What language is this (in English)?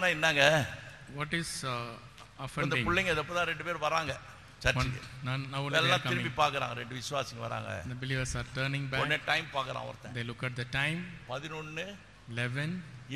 Tamil